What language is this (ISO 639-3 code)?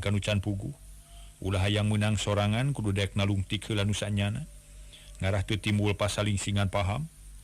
sun